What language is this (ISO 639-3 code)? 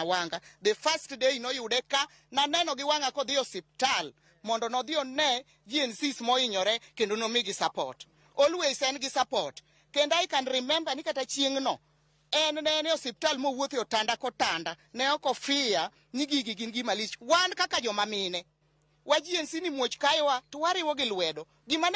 luo